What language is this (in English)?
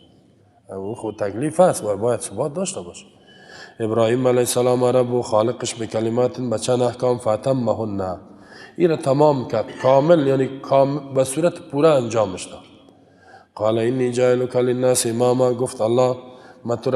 Persian